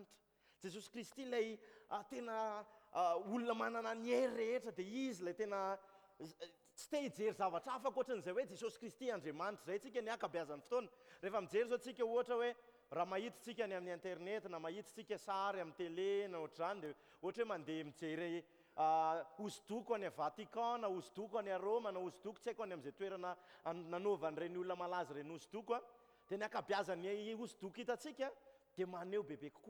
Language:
Malagasy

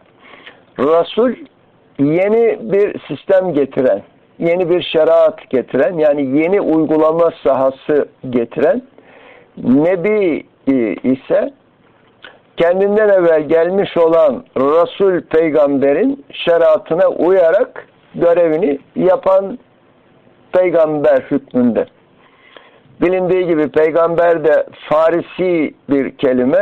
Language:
Turkish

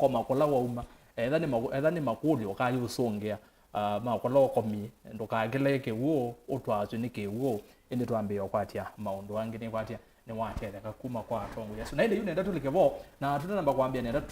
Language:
Kamba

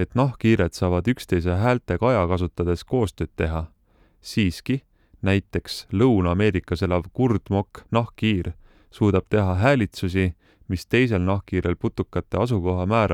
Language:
Estonian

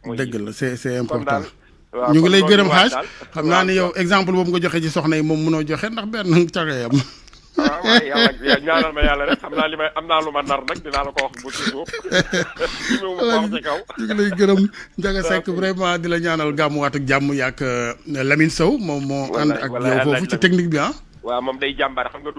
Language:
Wolof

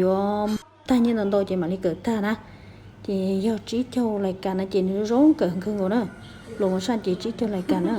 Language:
Hmong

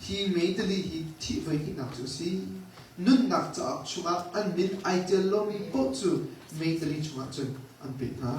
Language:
Hakha Chin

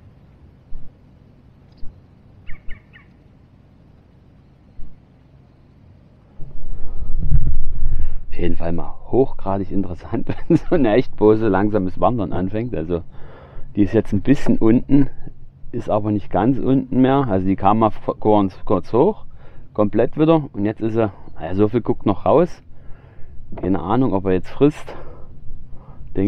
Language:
German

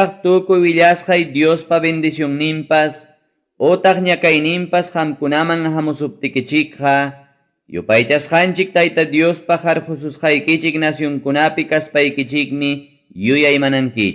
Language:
Ayacucho Quechua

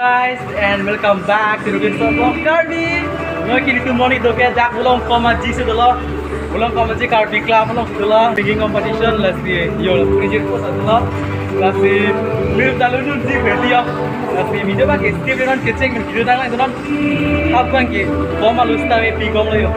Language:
Karbi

